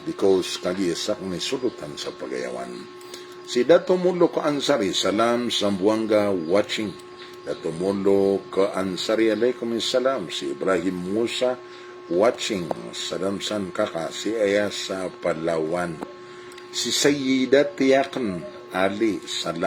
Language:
Maranao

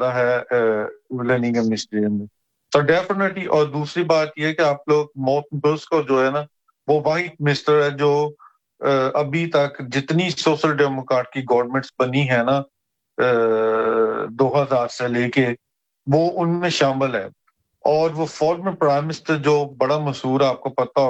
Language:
Urdu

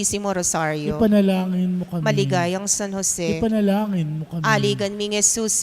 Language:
Pampanga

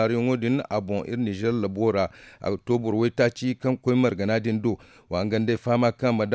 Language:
Zarma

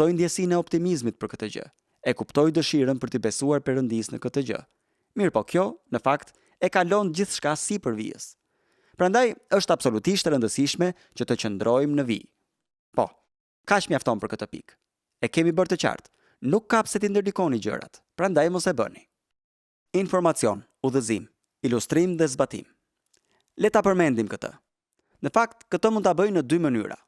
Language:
Albanian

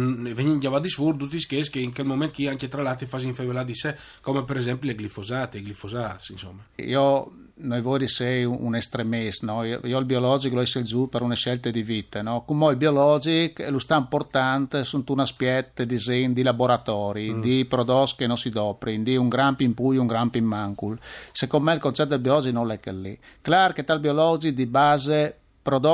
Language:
Friulian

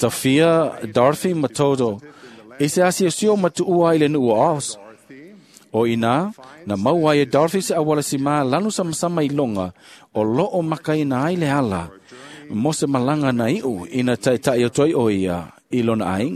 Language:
Samoan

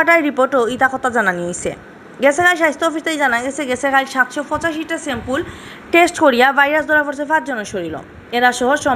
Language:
Sylheti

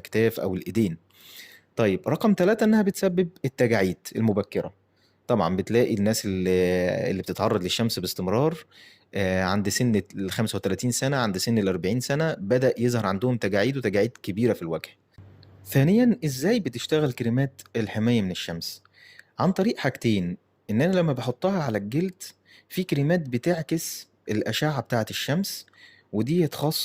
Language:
Egyptian Arabic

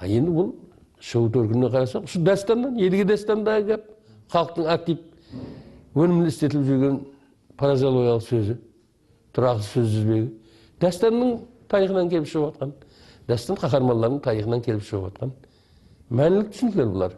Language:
Kara-Kalpak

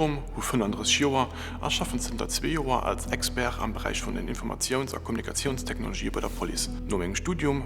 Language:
Luxembourgish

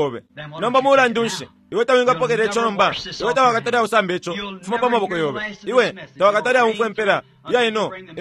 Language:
Bemba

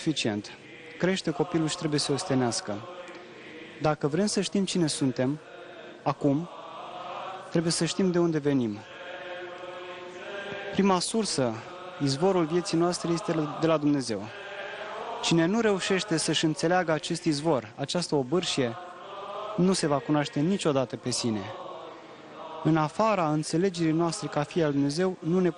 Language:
Romanian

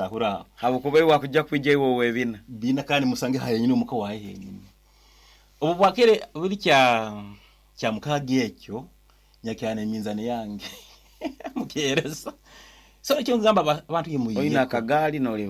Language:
Nyoro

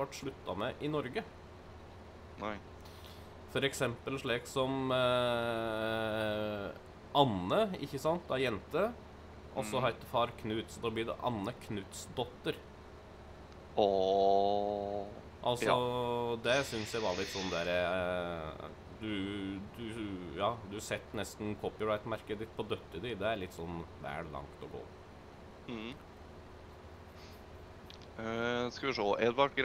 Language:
Norwegian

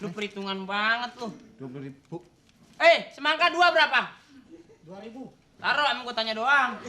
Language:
Betawi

